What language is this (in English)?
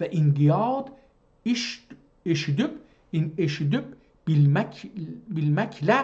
South Azerbaijani